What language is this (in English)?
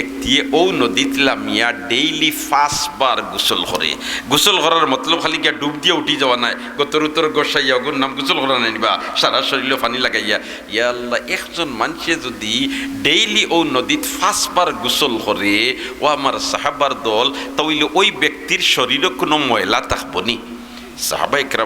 Sylheti